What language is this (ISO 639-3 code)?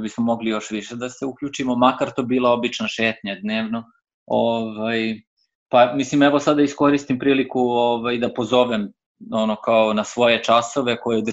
srp